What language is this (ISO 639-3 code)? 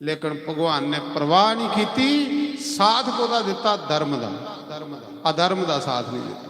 doi